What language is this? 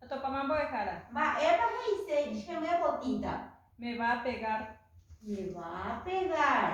Guarani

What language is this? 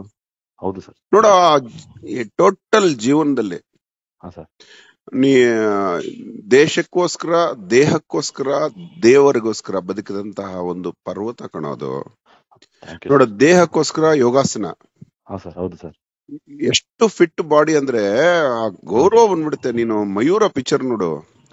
Kannada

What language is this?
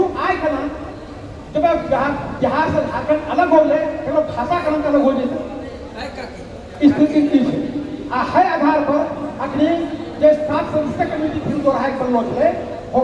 Angika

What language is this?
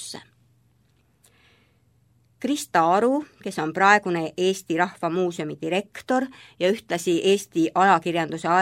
Estonian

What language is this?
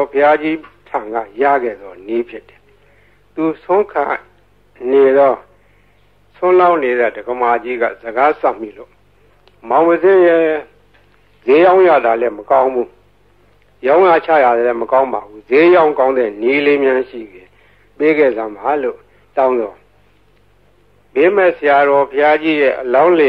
Burmese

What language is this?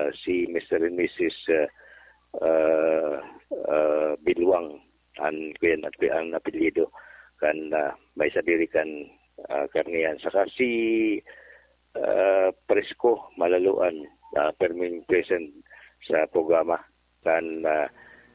Bikol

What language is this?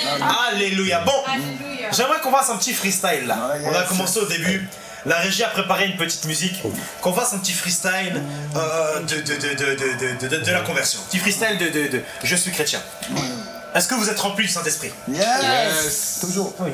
French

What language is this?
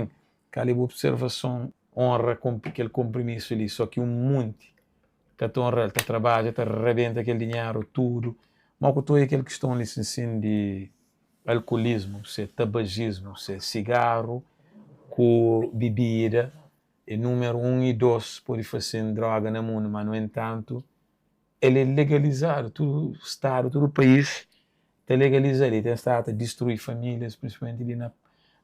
Kabuverdianu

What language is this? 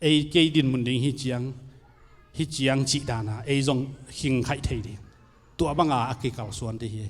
Tedim Chin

